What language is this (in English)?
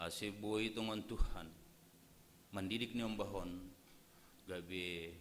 Batak Simalungun